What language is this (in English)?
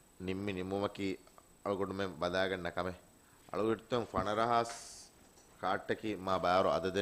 Divehi